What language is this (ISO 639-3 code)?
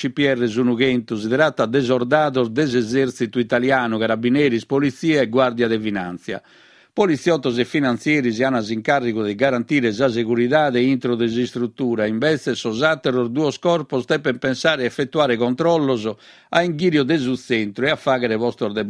srd